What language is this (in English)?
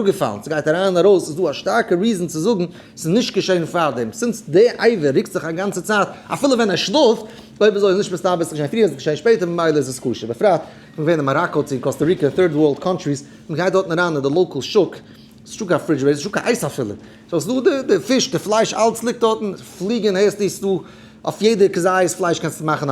Yiddish